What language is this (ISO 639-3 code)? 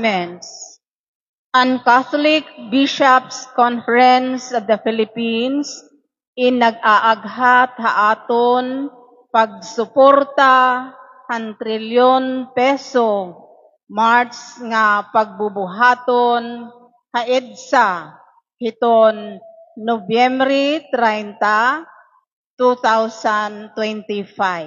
war